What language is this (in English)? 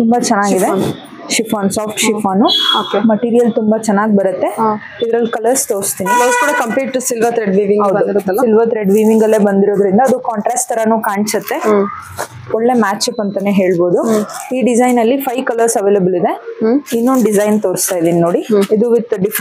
Kannada